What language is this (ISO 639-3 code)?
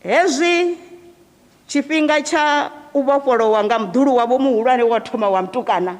ven